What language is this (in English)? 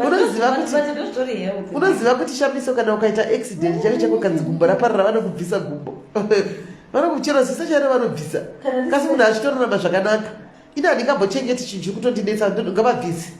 Shona